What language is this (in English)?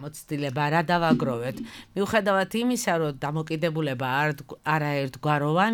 Georgian